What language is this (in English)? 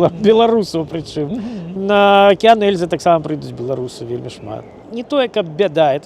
Belarusian